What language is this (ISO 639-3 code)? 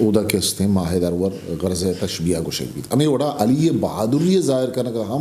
bgp